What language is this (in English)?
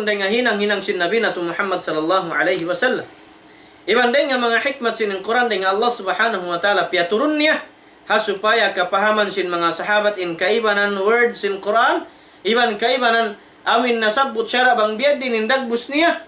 Tausug